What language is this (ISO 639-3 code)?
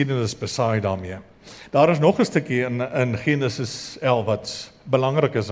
afr